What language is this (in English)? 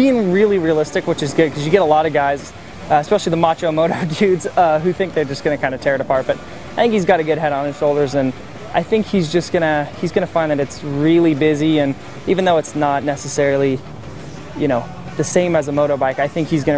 English